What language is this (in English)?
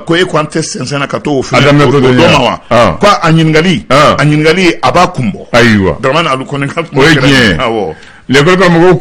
Bambara